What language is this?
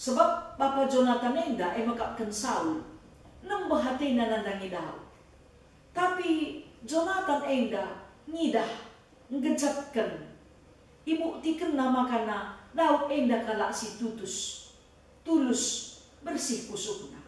Batak Karo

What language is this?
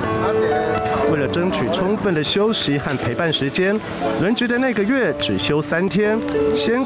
Chinese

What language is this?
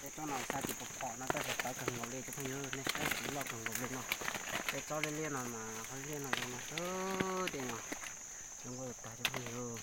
Hmong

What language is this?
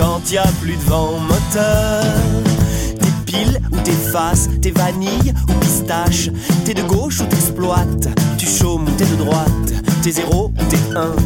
French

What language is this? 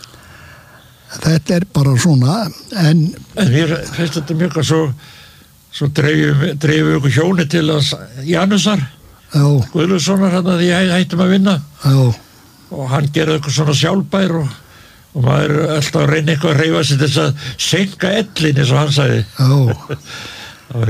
Icelandic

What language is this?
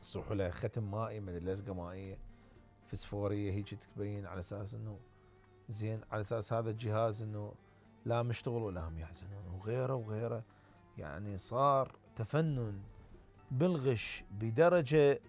Mesopotamian Arabic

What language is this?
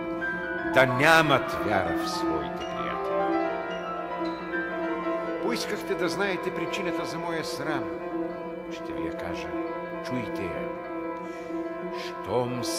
Bulgarian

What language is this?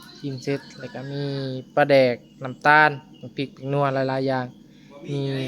Northeastern Thai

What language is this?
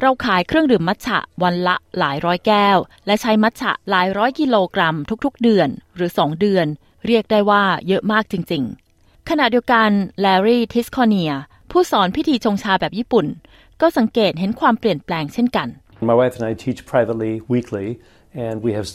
Thai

